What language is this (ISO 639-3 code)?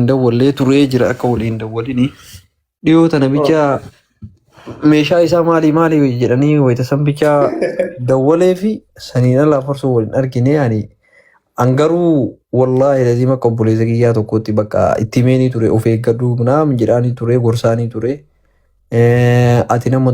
orm